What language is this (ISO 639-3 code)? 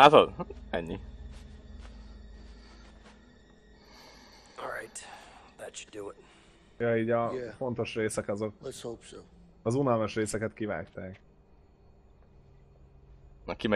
hun